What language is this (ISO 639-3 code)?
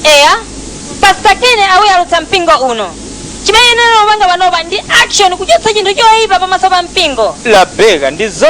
nya